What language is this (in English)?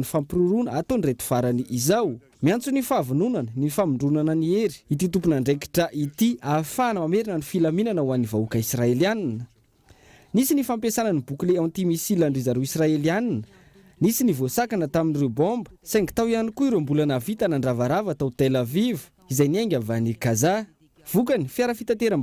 Malagasy